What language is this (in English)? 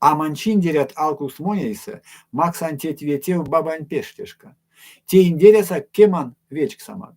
Erzya